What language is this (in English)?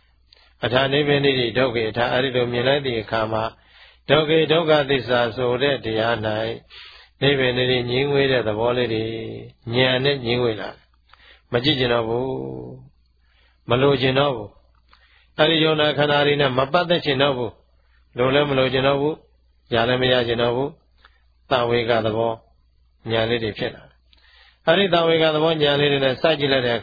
Burmese